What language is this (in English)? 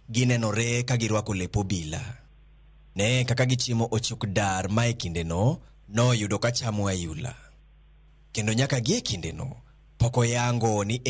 Luo (Kenya and Tanzania)